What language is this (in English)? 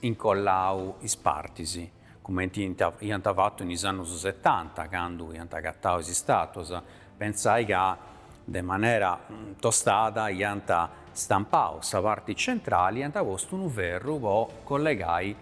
Sardinian